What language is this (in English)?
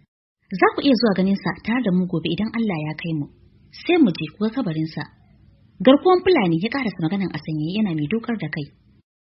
Hausa